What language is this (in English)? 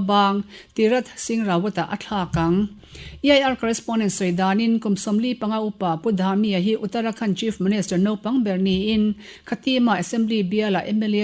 Mizo